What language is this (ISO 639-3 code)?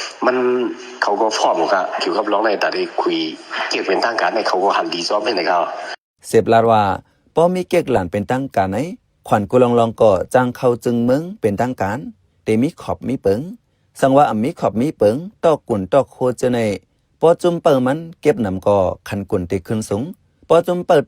shn